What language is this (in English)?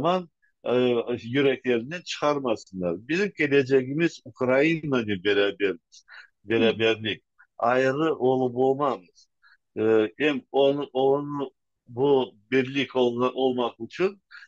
Crimean Tatar